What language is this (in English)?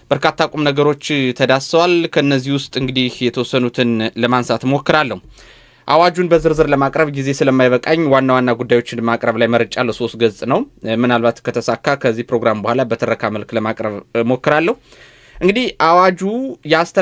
Amharic